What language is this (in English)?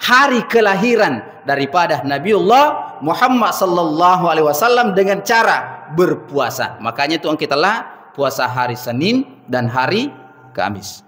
Buginese